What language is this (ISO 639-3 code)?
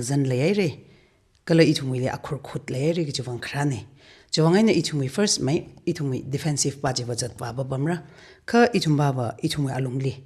nmf